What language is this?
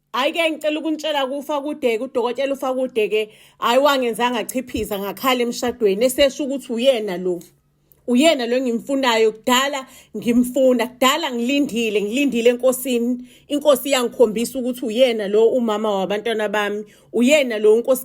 Zulu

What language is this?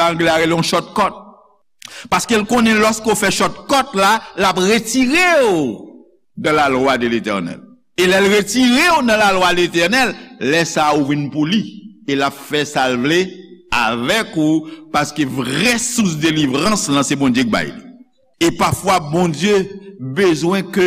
Haitian Creole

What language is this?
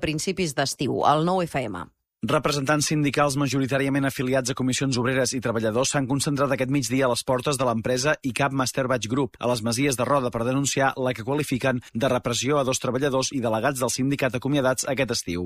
Catalan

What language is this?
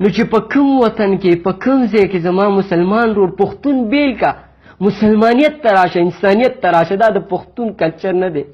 Pashto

